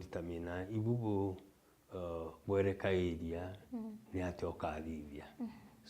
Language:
Meru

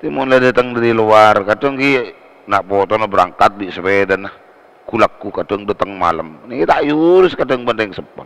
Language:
Madurese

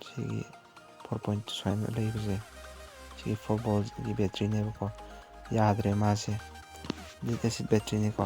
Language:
Manipuri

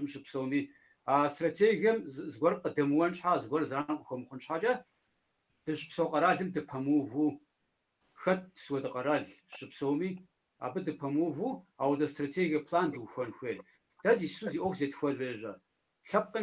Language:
Kabardian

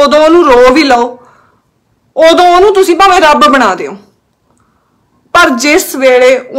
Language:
Punjabi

